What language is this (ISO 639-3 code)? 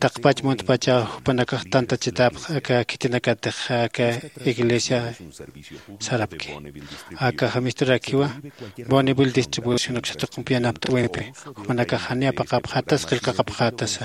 aym